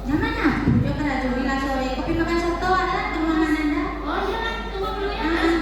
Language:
Minangkabau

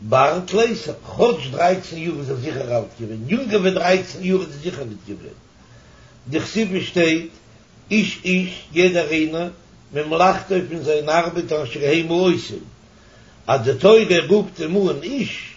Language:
Yiddish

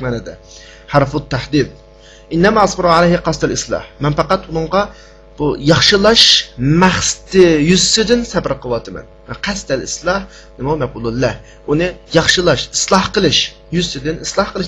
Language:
Uyghur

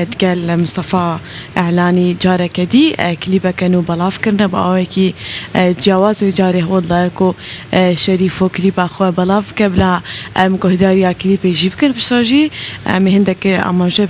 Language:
Kurdish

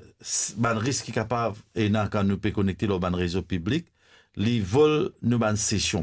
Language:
Morisyen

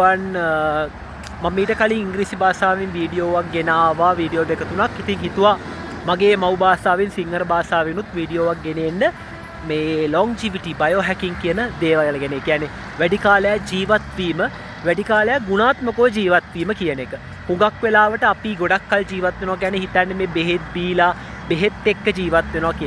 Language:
Sinhala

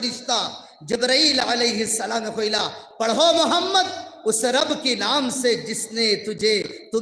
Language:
Sylheti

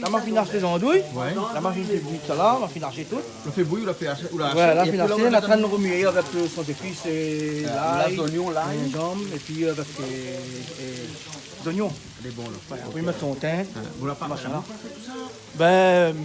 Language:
Réunion Creole French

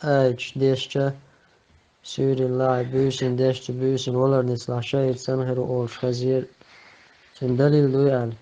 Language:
Chechen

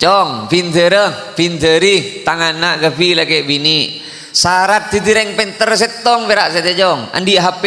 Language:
Madurese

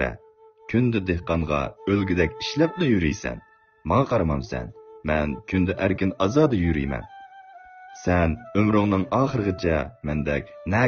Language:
Uyghur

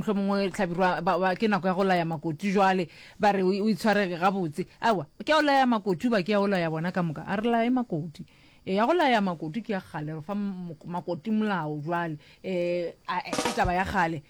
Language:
Northern Sotho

